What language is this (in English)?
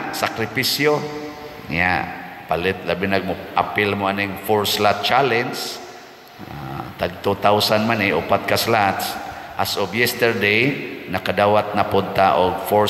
Cebuano